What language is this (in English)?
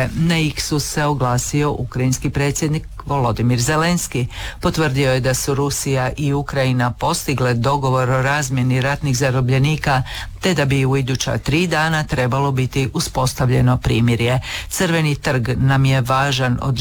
Croatian